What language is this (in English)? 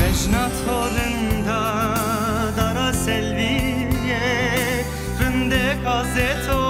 Zaza